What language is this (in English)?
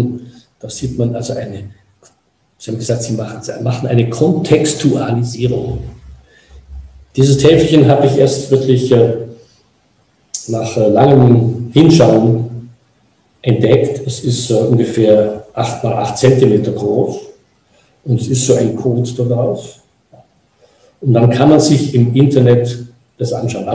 German